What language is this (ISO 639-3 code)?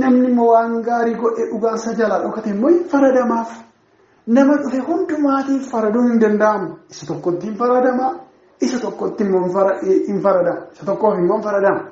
orm